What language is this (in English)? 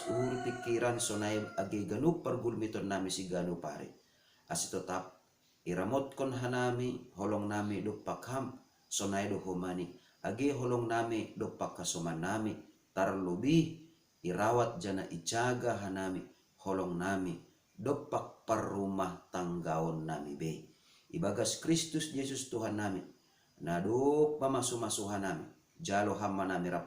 Batak Simalungun